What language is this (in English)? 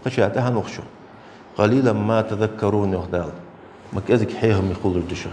Ingush